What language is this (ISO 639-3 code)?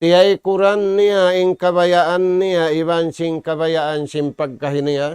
tsg